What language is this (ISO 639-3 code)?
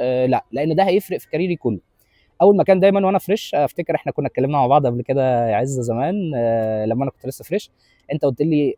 arz